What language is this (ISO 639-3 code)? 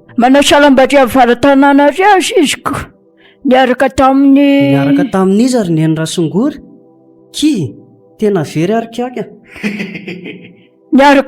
mlg